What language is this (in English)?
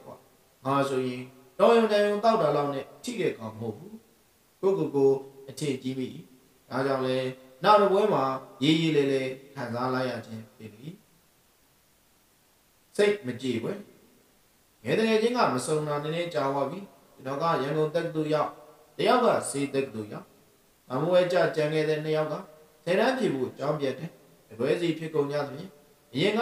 Burmese